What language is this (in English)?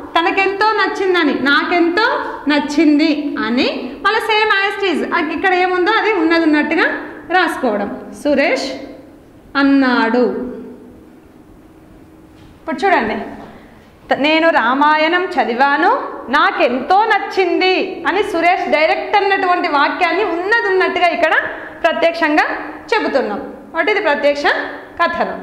Telugu